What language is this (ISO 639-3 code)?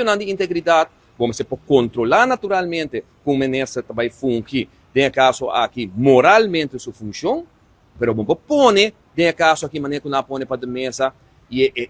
pap